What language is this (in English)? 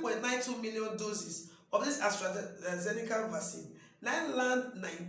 Nigerian Pidgin